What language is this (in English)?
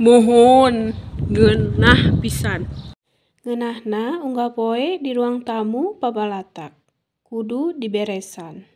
Sundanese